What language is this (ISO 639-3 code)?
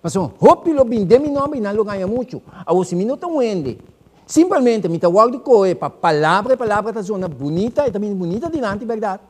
pap